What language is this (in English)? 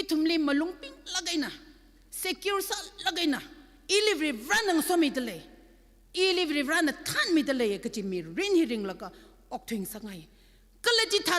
Tangkhul Naga (India)